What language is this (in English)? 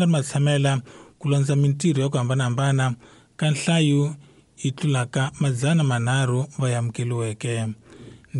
Tsonga